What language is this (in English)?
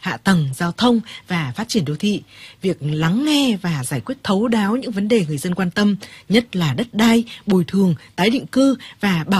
Vietnamese